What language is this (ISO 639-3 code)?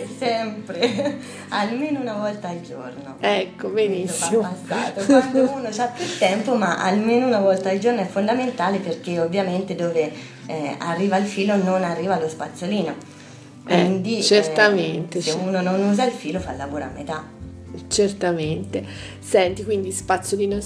ita